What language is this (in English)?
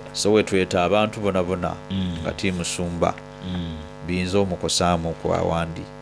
Soga